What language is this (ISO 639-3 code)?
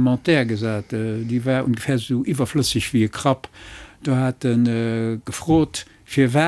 ltz